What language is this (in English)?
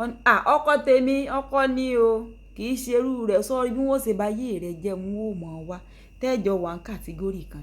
Yoruba